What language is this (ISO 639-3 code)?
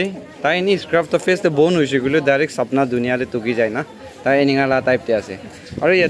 nag